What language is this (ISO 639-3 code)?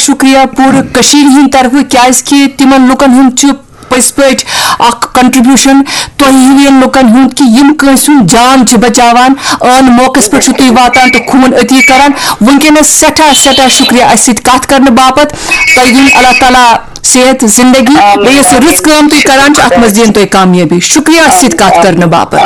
kas